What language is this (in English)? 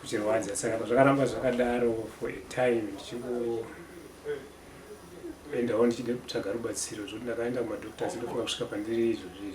Shona